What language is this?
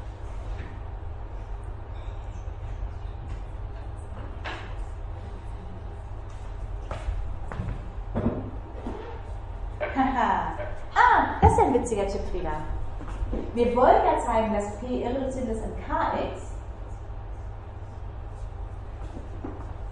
German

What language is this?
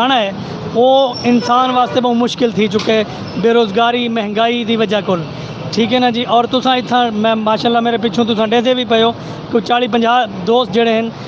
Saraiki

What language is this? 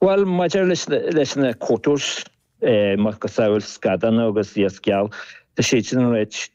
Irish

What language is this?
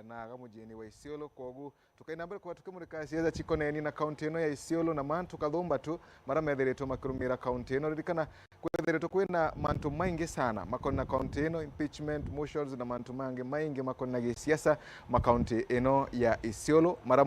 Meru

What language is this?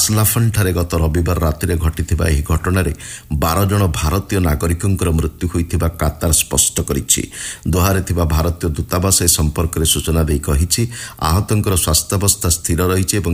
Odia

